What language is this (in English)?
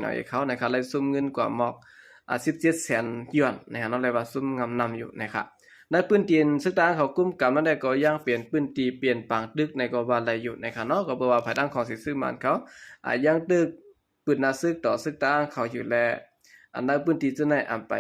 Shan